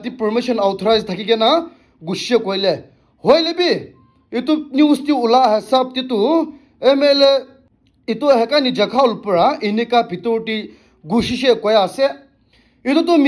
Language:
Naga Pidgin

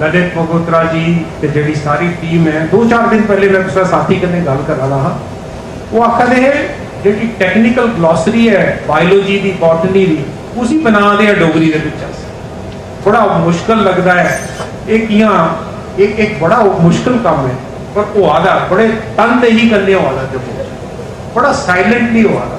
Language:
Dogri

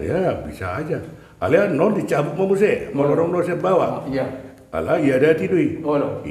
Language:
Batak Toba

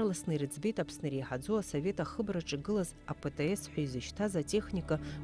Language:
Abkhazian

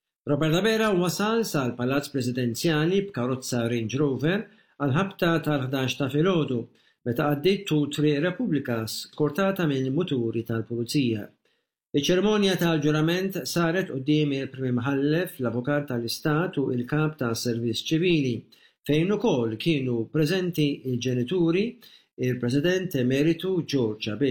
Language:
Maltese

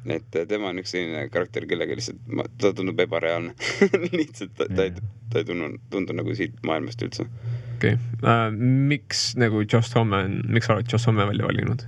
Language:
Estonian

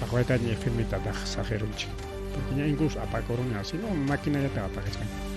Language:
Ayacucho Quechua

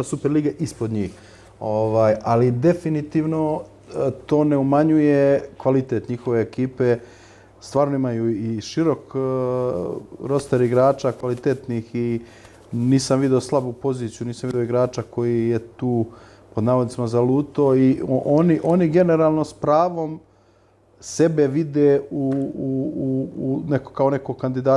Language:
Serbian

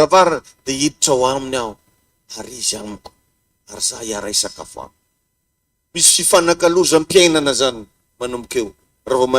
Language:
Malagasy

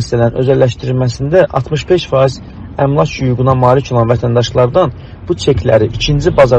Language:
Azerbaijani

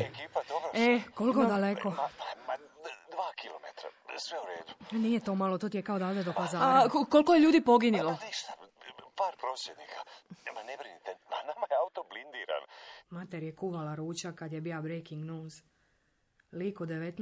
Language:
Serbian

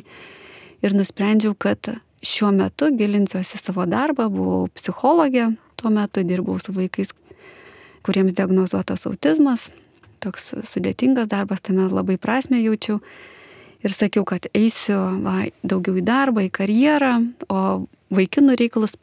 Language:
Lithuanian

